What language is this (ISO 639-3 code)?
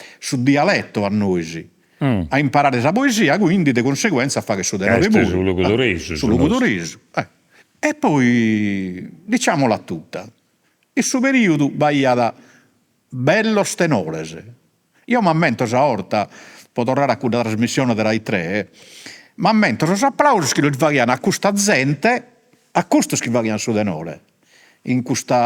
srd